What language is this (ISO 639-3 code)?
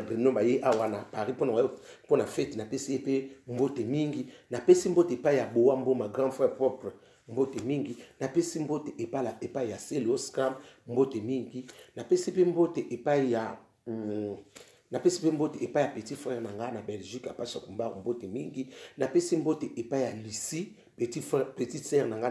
lin